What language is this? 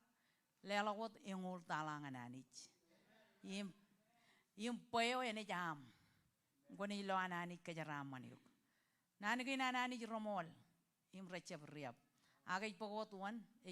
Marshallese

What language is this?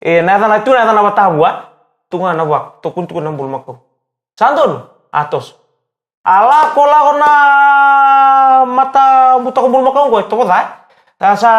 Fijian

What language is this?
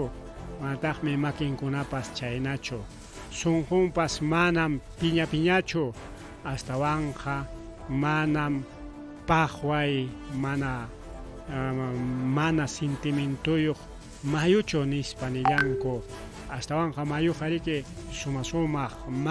Ayacucho Quechua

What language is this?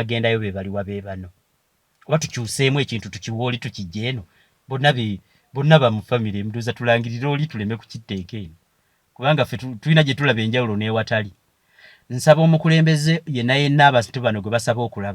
Ganda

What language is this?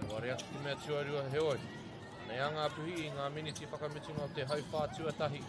Māori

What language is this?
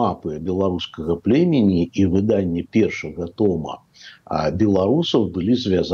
Belarusian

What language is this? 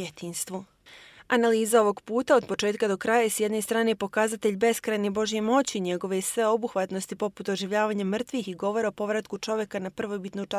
Bosnian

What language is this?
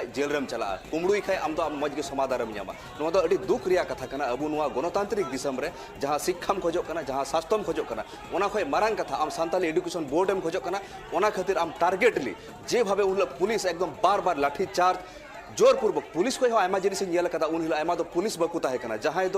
Santali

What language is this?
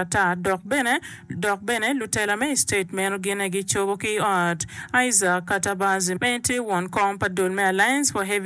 Acoli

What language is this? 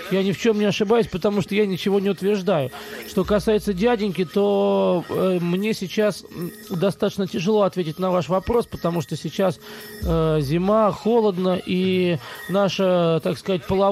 Russian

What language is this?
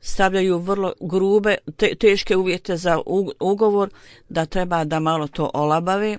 Bosnian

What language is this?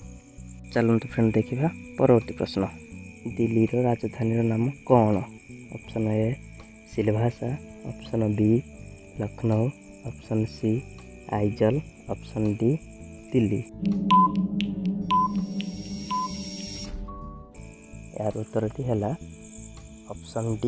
Odia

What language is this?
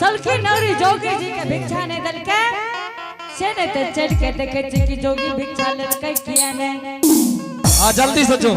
Angika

